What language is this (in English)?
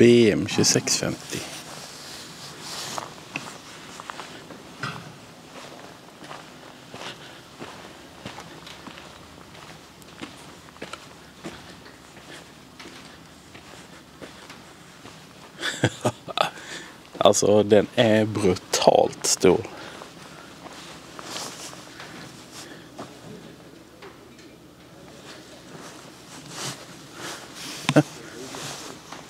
Swedish